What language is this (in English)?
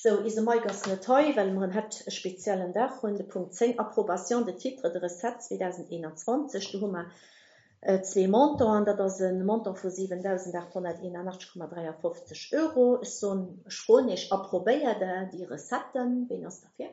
Luxembourgish